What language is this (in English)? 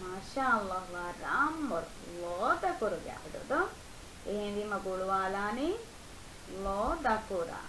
Divehi